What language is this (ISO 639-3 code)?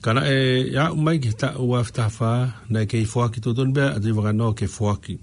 ton